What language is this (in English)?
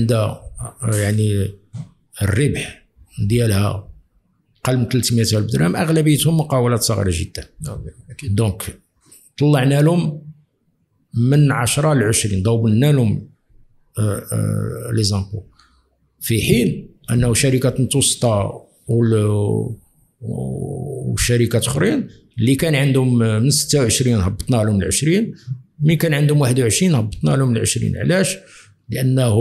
Moroccan Arabic